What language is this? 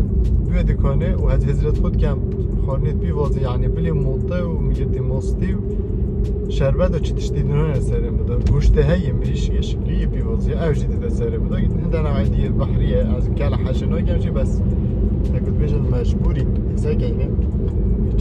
Kurdish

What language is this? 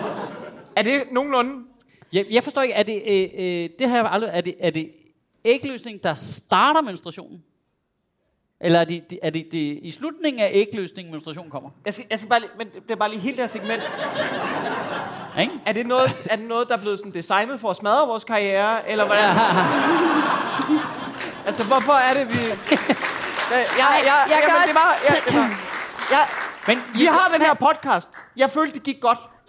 Danish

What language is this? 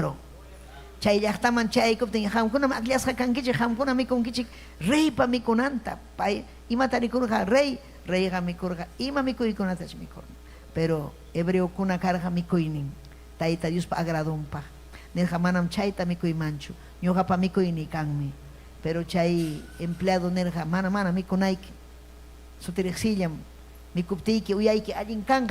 Ayacucho Quechua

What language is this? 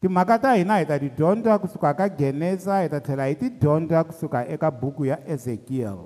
Tsonga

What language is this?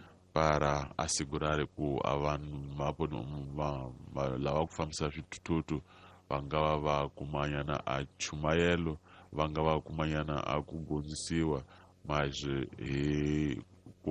Tsonga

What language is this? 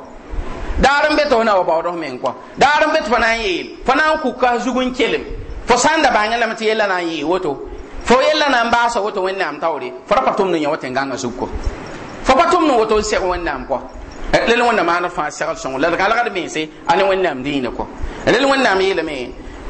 Mossi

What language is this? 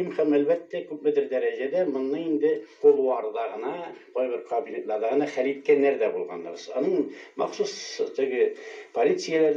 Tatar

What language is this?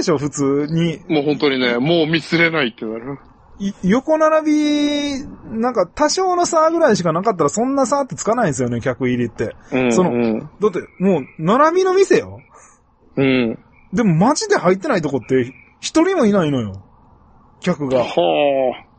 Japanese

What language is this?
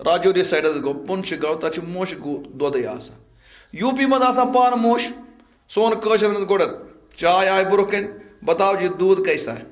Kashmiri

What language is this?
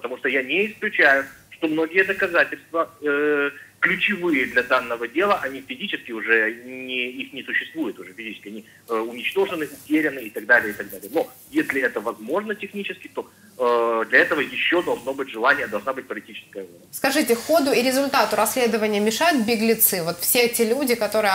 Russian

